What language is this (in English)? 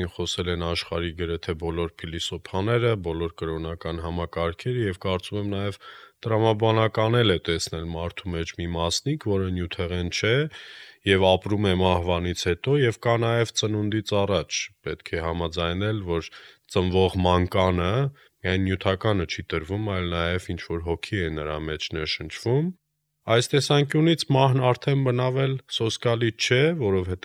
Armenian